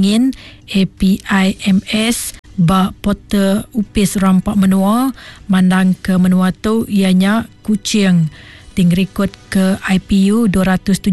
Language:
Iban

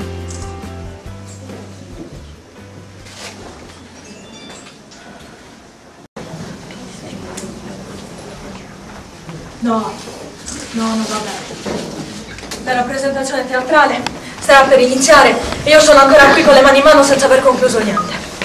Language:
Italian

